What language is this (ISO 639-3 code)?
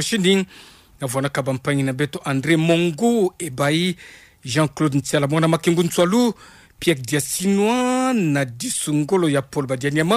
ktu